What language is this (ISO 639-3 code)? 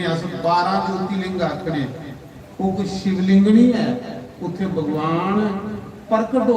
doi